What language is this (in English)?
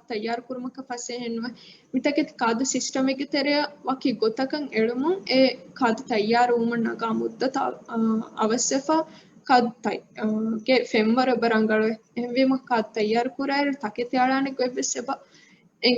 Divehi